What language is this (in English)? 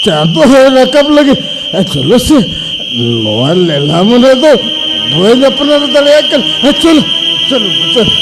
Santali